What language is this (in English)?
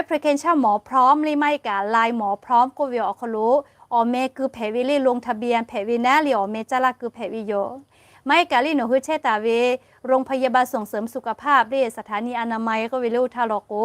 Lahu